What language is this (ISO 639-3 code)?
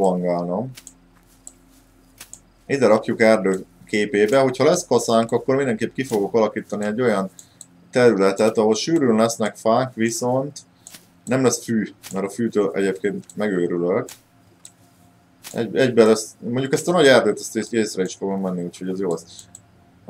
hun